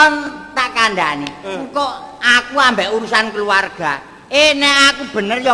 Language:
Javanese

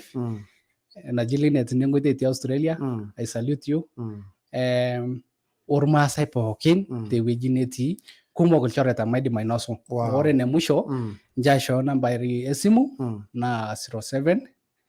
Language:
Masai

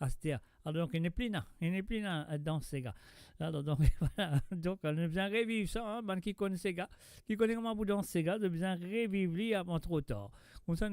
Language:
Morisyen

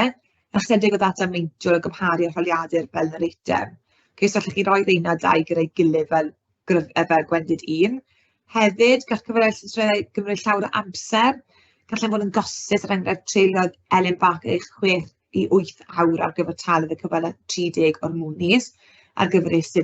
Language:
Welsh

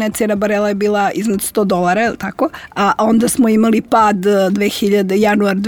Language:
Serbian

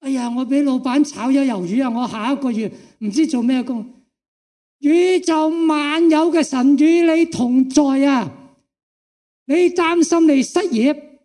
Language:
Cantonese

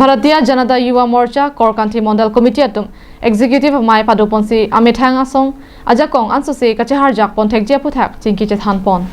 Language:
Karbi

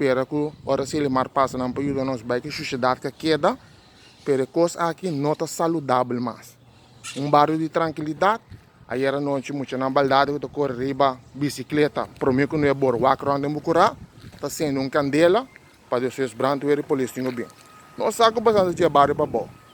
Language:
Papiamento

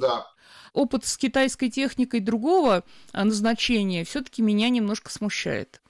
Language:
Russian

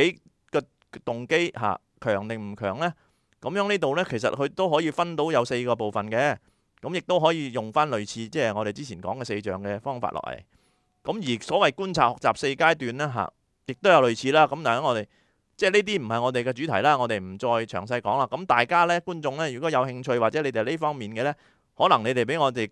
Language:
Cantonese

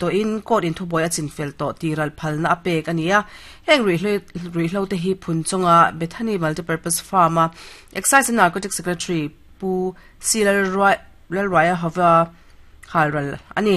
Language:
Mizo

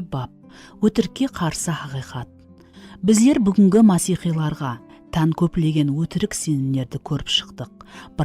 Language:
Kara-Kalpak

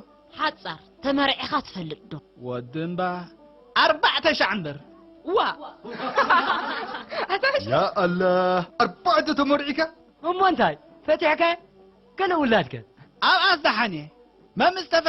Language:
Tigrinya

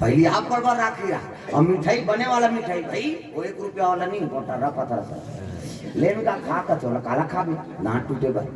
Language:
Chhattisgarhi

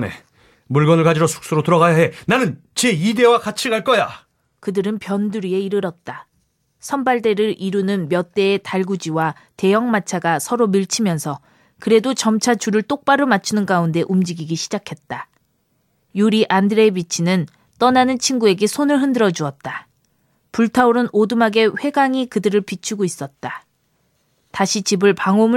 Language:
Korean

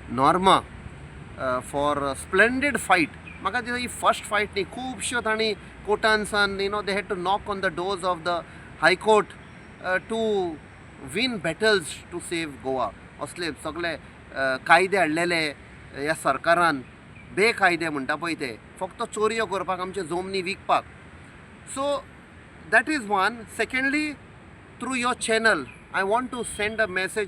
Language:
Konkani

